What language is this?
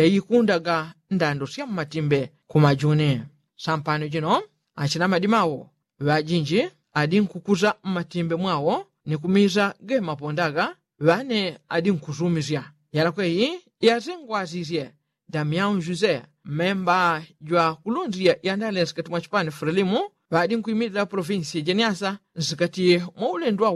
Yao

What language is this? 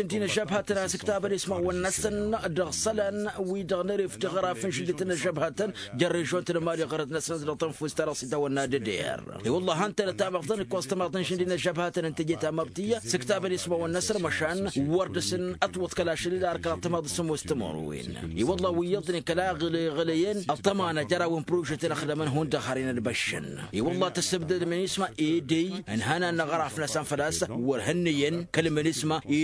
Tamasheq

